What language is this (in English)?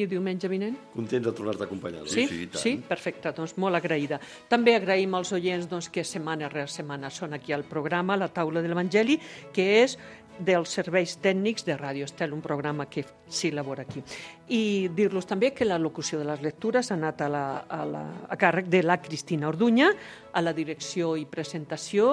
Catalan